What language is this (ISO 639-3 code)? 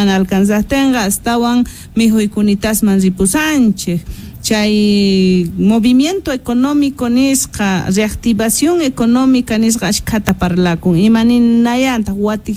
quh